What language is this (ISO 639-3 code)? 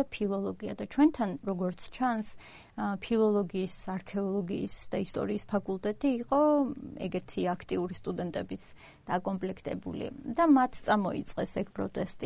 kat